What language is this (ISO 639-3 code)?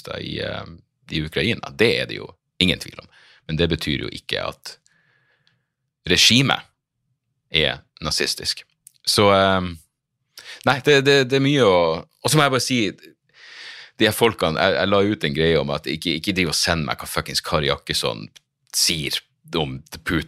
nor